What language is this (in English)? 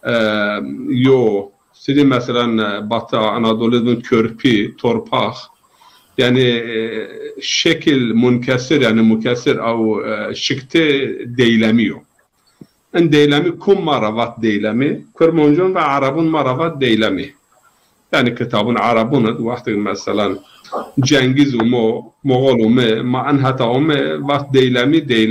Zaza